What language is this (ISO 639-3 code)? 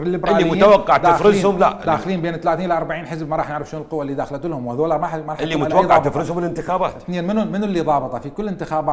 acm